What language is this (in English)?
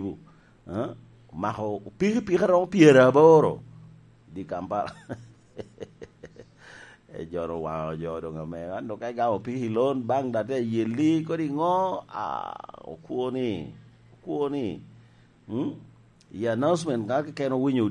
Lango (Uganda)